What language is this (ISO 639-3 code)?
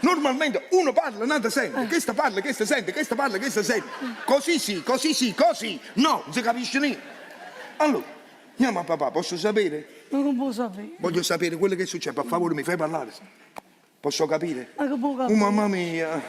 nap